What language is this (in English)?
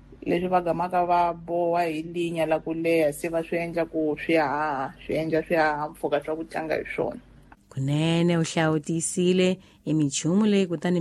Tsonga